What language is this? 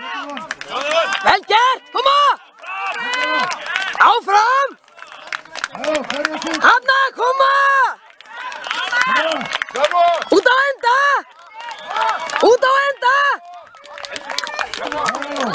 Icelandic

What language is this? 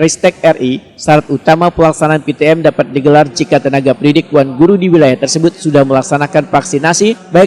Banjar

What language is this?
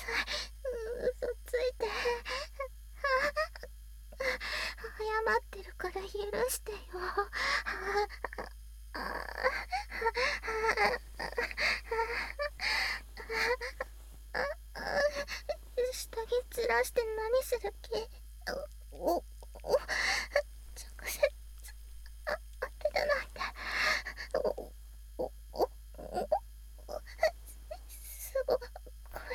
Japanese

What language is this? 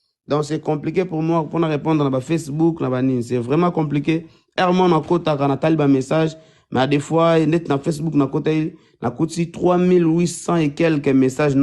Lingala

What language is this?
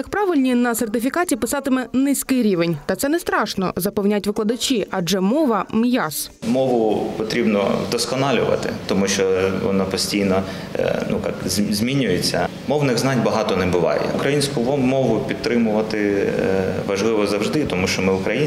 Ukrainian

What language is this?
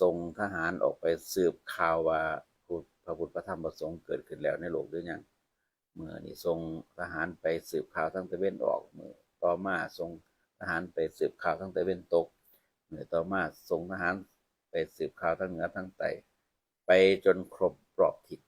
Northeastern Thai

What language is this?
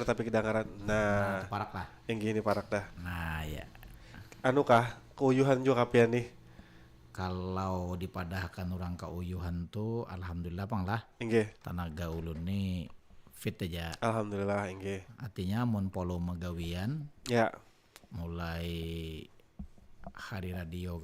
Banjar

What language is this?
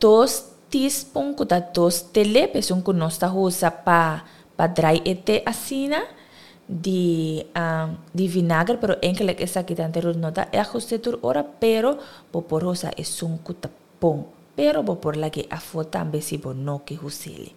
Papiamento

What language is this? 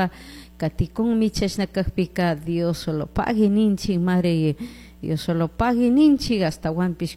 Chimborazo Highland Quichua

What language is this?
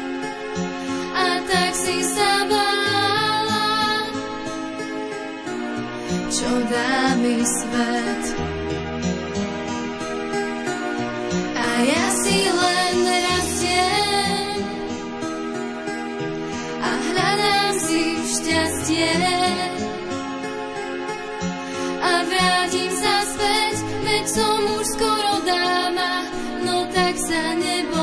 Slovak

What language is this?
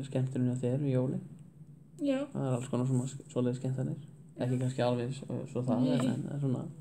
Icelandic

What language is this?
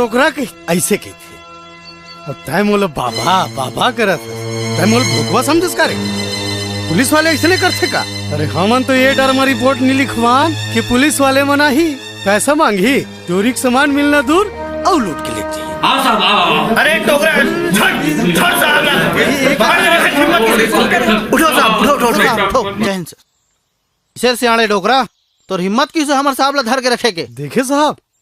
Chhattisgarhi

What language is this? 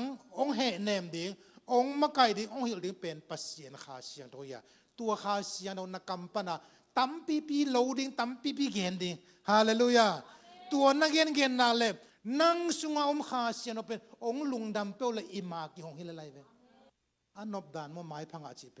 Tedim Chin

